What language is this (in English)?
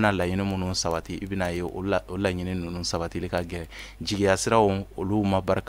Bambara